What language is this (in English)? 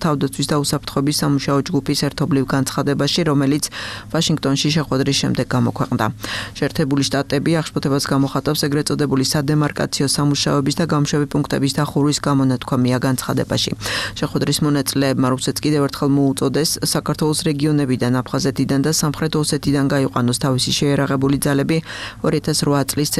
Georgian